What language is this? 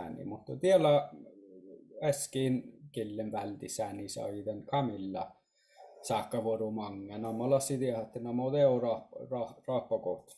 Finnish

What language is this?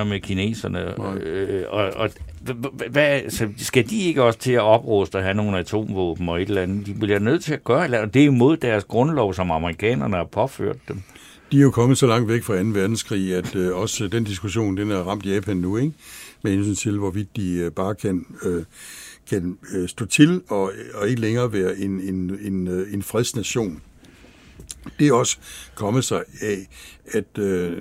Danish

